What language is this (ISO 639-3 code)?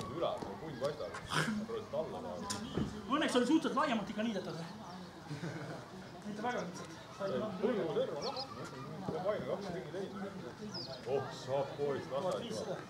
est